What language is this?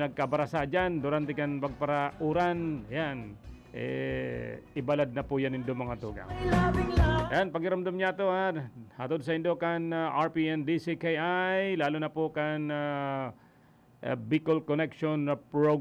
Bikol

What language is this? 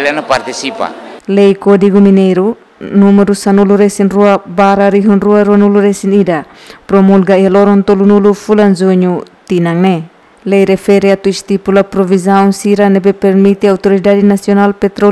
Tetum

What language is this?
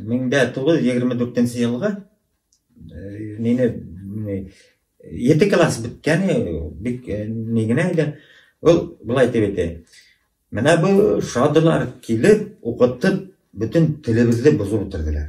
Bashkir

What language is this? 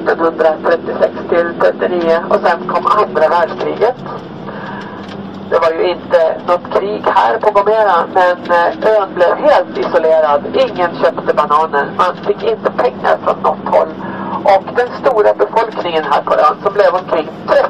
Swedish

